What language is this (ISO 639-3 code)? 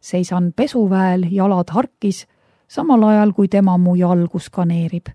est